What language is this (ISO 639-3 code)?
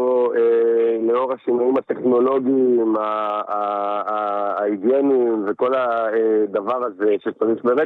heb